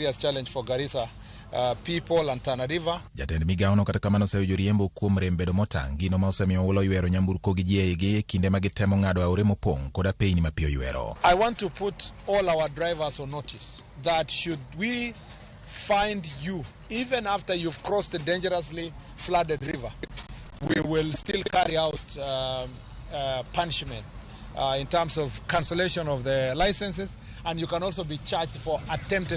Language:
Luo (Kenya and Tanzania)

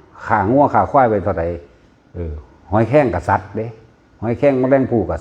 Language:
Northeastern Thai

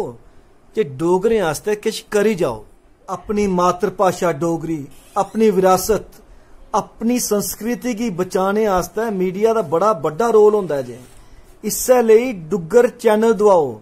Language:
Dogri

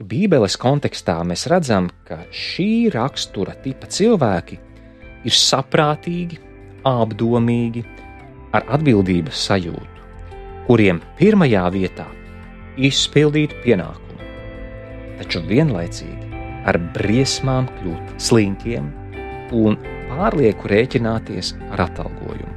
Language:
Latvian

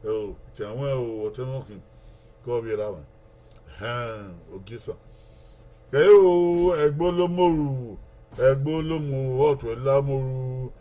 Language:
Bini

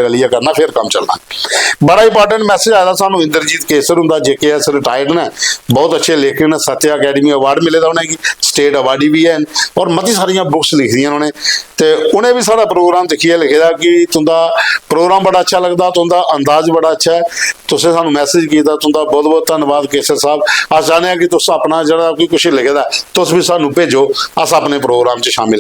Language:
Dogri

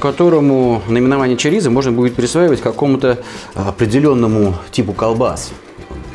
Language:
Russian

